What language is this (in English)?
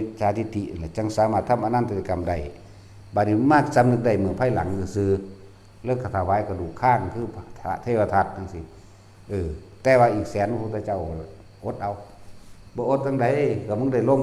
Northeastern Thai